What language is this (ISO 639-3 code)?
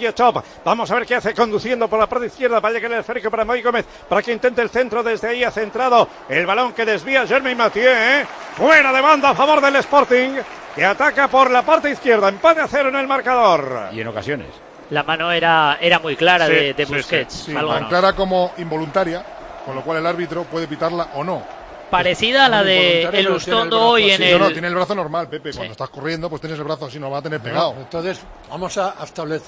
spa